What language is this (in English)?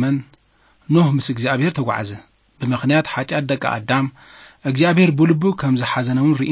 Tigrinya